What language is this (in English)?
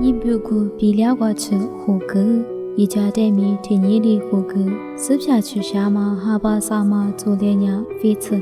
Lisu